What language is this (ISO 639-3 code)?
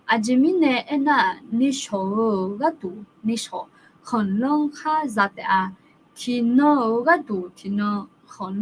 ahk